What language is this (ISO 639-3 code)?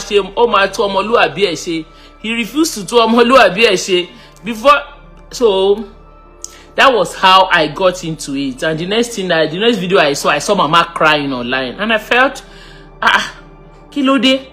yor